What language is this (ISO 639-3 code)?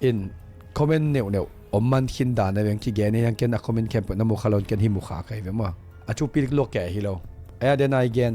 ctd